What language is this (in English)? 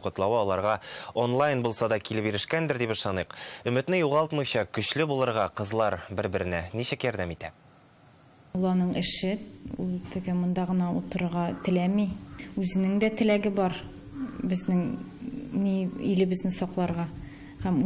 Tatar